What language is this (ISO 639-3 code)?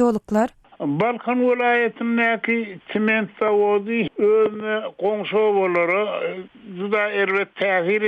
tuk